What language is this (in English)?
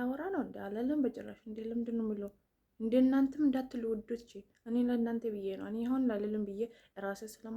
Amharic